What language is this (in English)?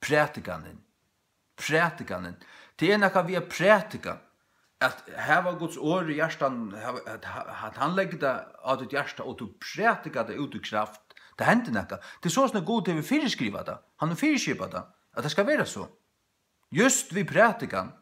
Faroese